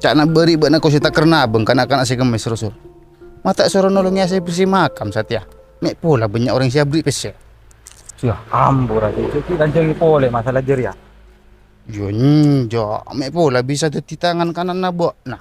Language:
Madurese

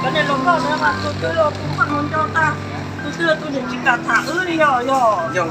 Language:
Hmong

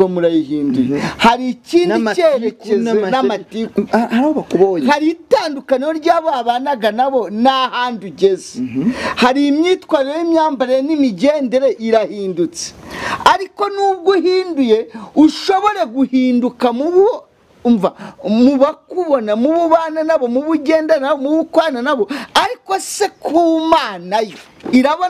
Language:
Kinyarwanda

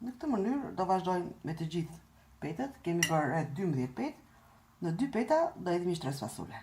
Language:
Albanian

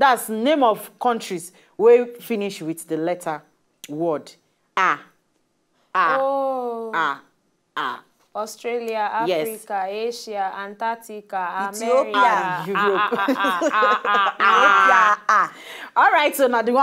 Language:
Nigerian Pidgin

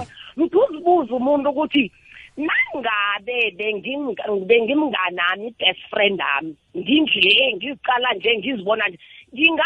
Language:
South Ndebele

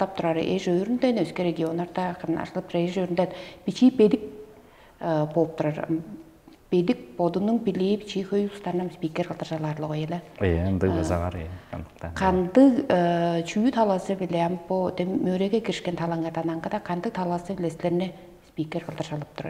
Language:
Tuvinian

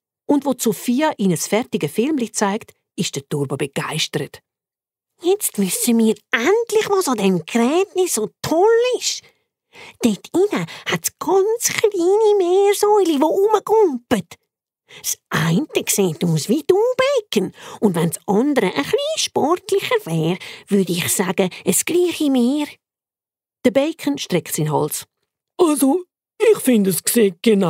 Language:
Swiss German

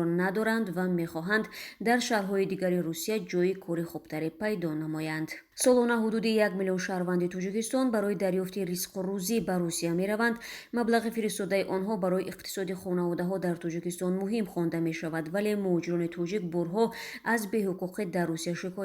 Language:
Tajik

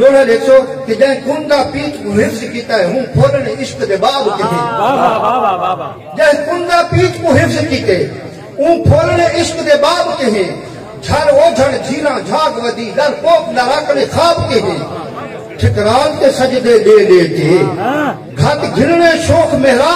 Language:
Saraiki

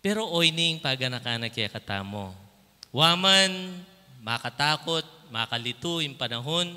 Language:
Pampanga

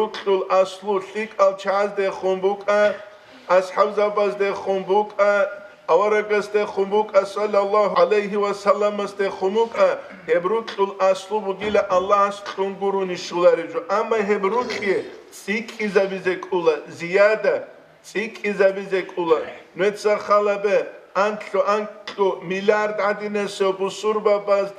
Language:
Avaric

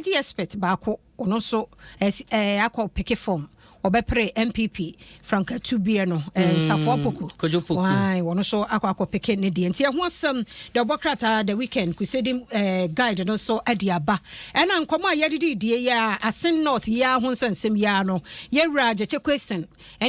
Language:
Akan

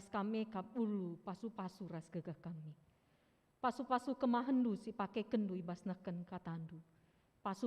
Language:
Batak Karo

